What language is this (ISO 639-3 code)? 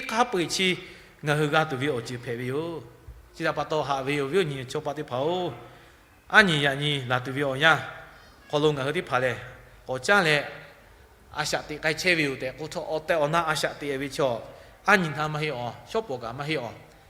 lhu